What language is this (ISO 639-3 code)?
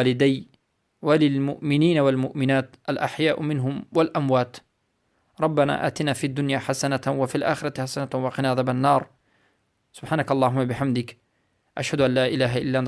fas